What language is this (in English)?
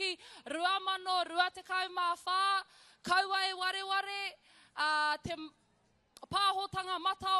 Māori